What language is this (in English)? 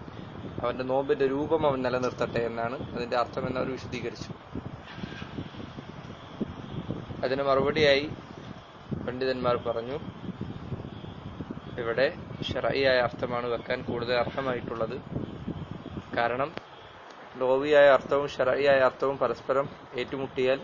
Malayalam